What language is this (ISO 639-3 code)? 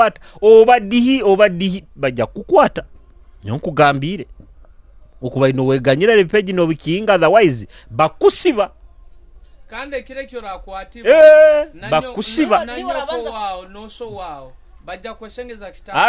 nyo